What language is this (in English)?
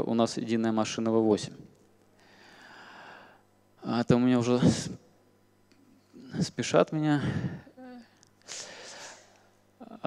Russian